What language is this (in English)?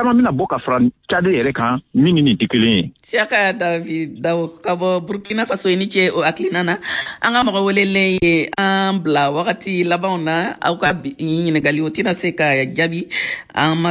Bambara